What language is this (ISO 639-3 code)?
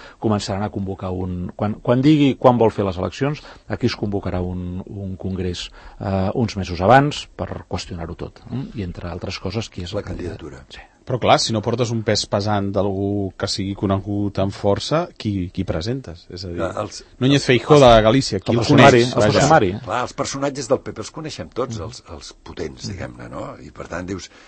cat